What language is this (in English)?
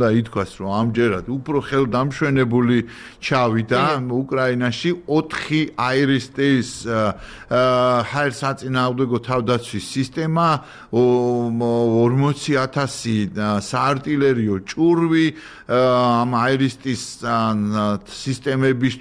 Georgian